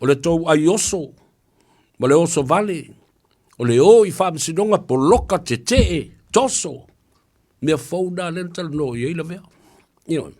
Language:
Samoan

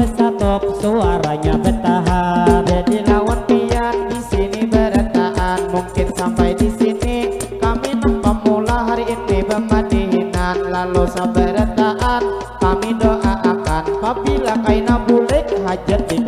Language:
Banjar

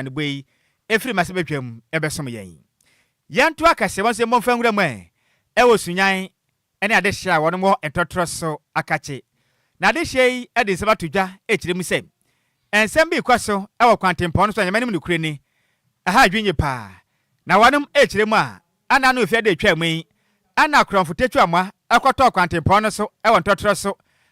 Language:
Akan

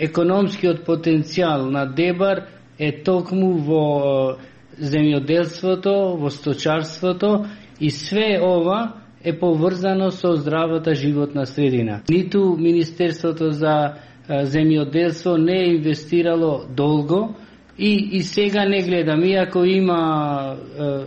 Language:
Macedonian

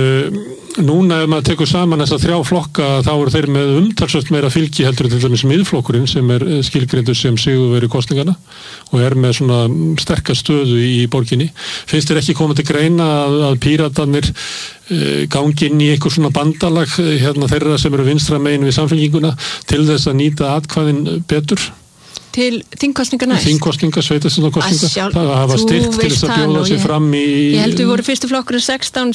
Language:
Icelandic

